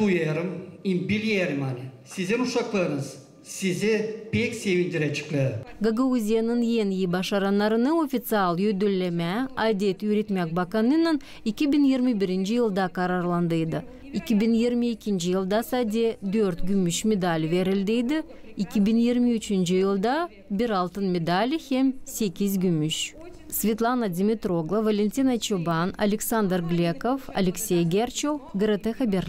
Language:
Gagauz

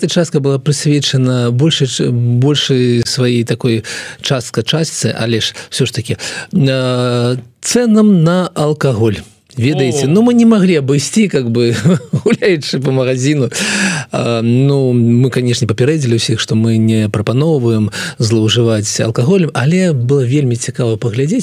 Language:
Belarusian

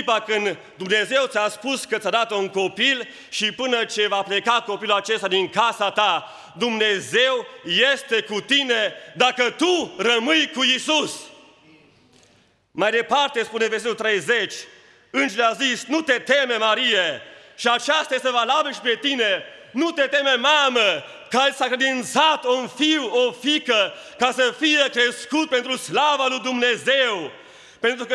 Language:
Romanian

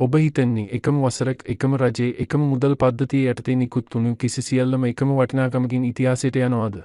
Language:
Sinhala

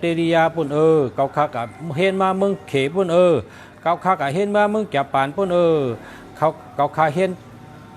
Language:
Shan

